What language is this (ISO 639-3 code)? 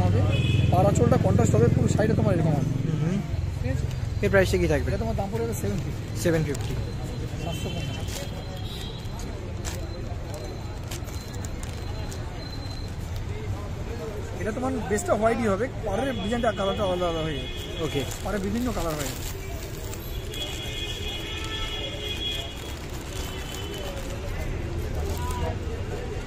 ben